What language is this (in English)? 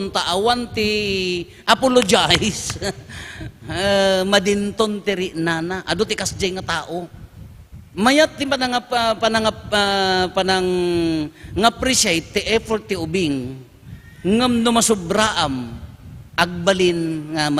Iloko